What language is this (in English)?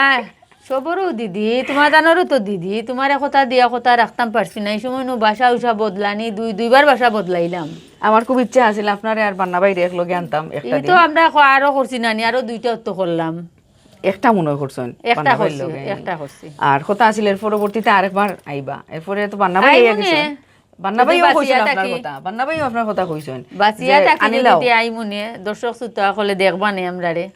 Sylheti